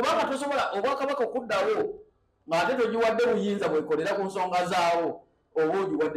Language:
Ganda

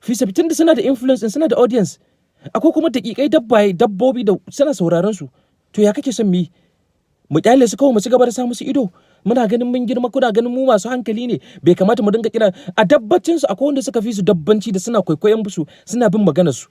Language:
Hausa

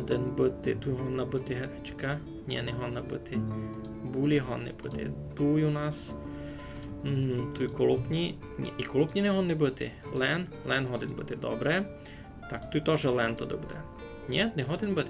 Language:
Rusyn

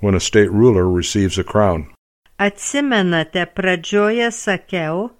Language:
Lithuanian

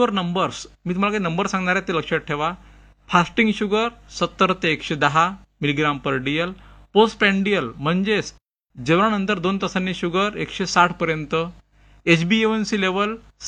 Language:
Marathi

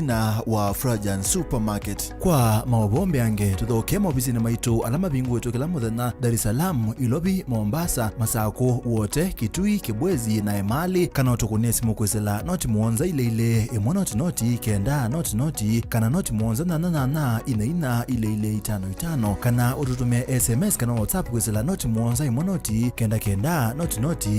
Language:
Kamba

